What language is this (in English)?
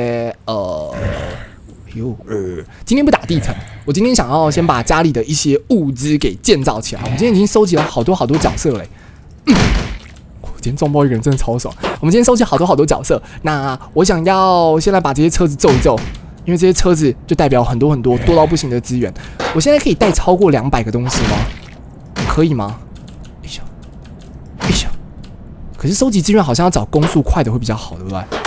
Chinese